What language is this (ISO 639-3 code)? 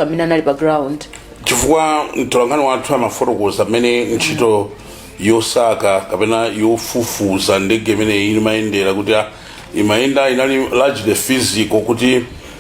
nya